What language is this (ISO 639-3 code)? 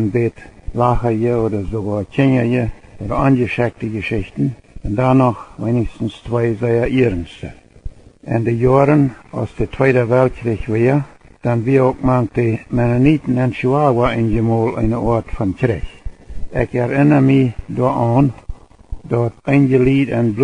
pdt